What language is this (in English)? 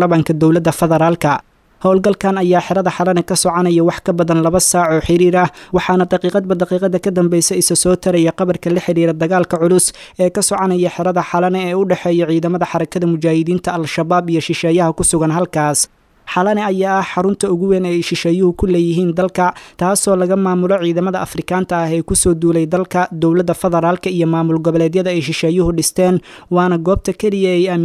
Somali